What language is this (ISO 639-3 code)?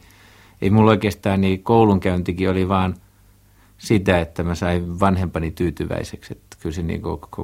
fin